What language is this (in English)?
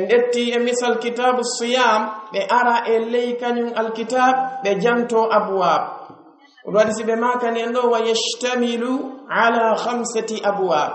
Pular